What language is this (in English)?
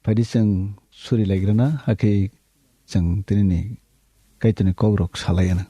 Kok Borok